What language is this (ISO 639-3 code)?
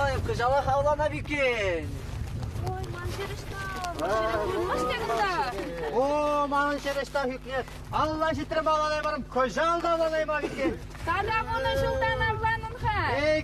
chv